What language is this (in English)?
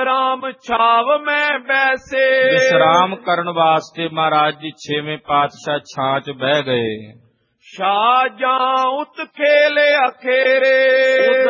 Punjabi